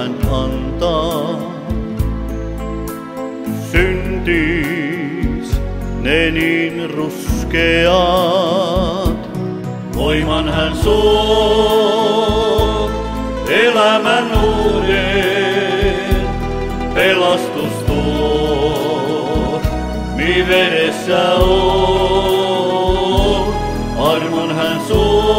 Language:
Finnish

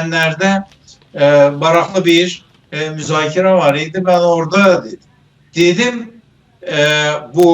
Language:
South Azerbaijani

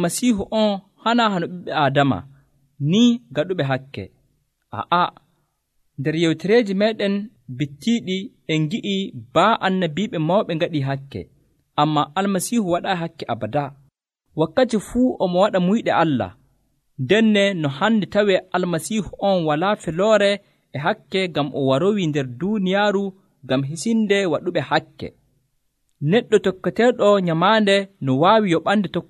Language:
Nigerian Fulfulde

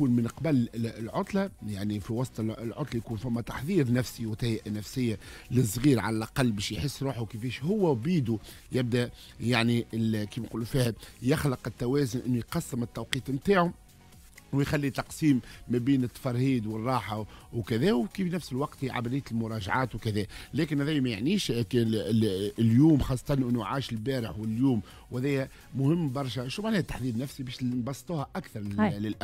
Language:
Tunisian Arabic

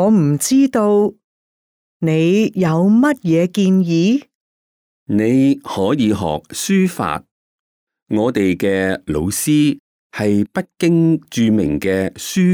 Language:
Cantonese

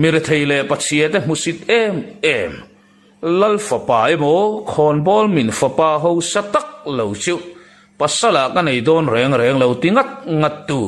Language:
Mizo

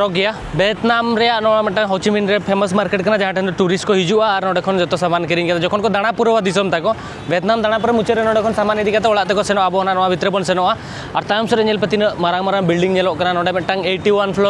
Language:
Santali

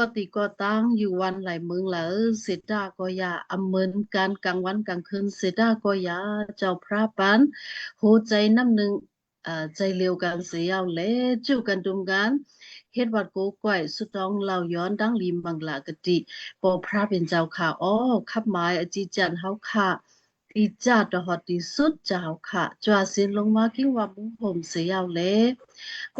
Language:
Shan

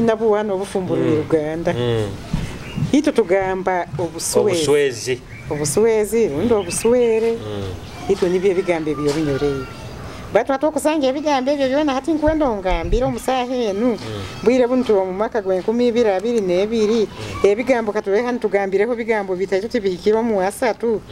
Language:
Nyoro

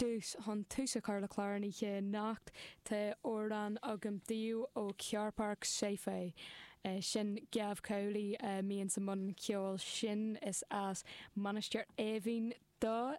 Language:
Irish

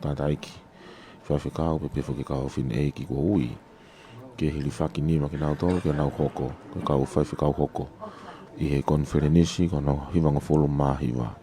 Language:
Tongan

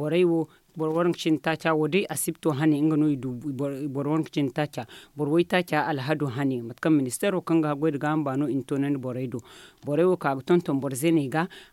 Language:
Zarma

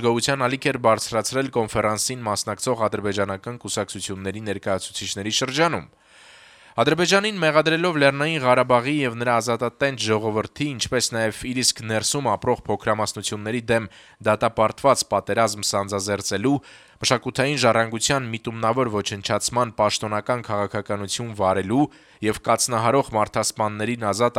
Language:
Armenian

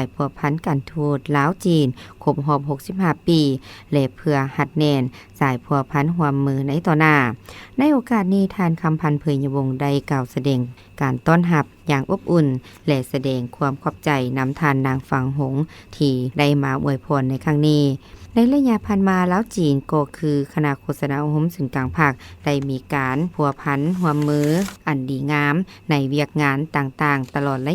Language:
Lao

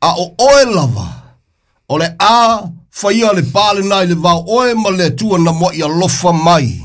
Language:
Samoan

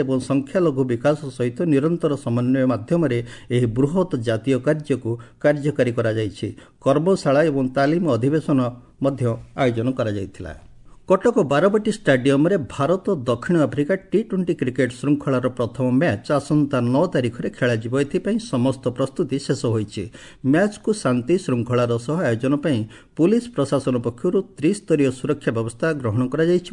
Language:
Odia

